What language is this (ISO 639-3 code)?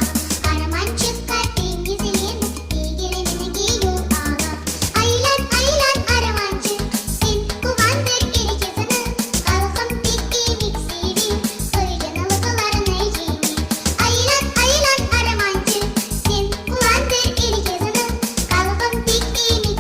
crh